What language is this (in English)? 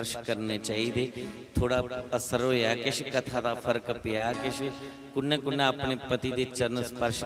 Dogri